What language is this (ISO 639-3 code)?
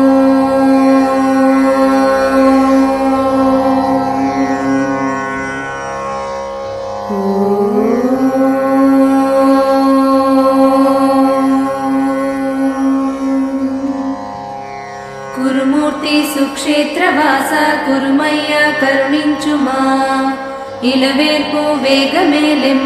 tel